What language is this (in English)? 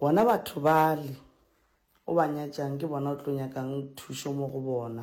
Northern Sotho